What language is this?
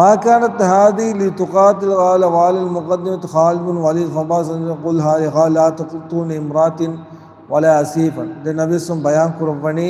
Divehi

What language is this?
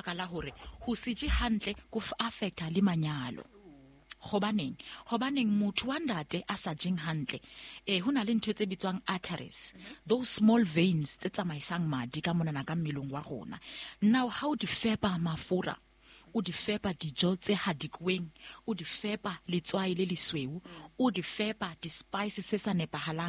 Southern Sotho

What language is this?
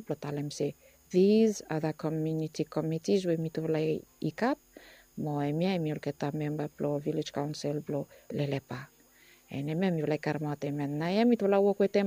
Bislama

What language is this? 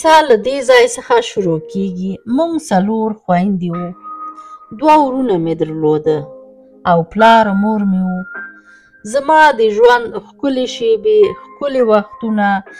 Pashto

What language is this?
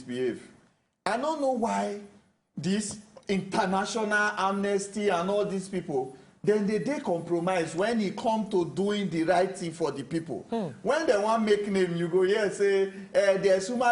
Nigerian Pidgin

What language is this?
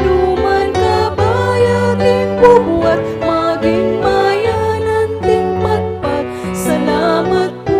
Pampanga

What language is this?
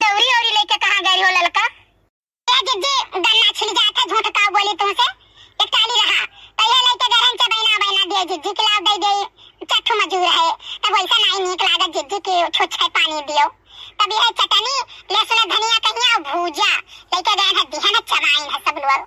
Awadhi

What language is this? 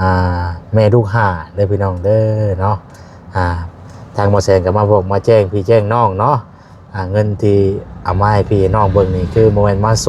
Lao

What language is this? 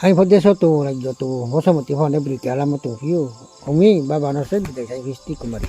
Riang (India)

